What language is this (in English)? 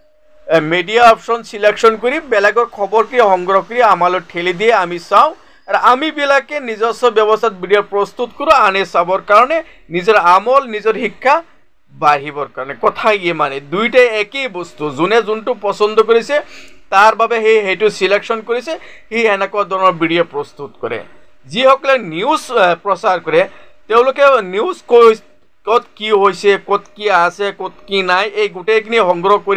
Assamese